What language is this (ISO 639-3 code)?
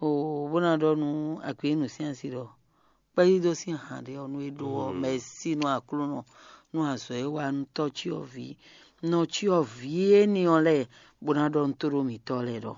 fon